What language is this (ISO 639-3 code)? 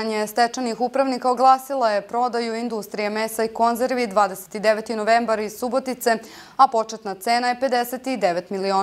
srp